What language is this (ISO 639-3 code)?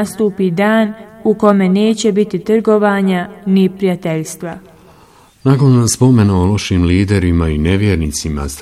bos